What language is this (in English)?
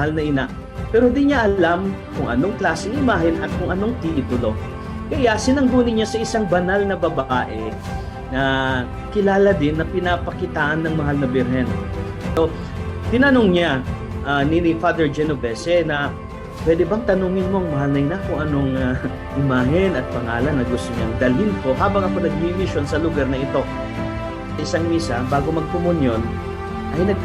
Bikol